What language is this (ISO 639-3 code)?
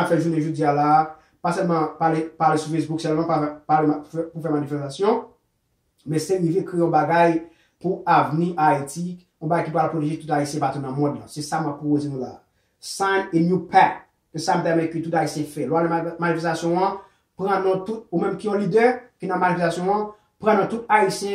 hat